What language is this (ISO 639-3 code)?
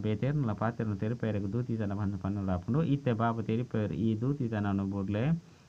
tcy